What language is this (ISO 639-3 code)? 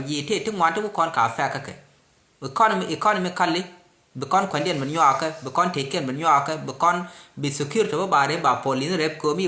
nus